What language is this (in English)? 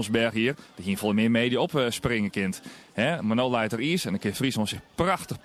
Western Frisian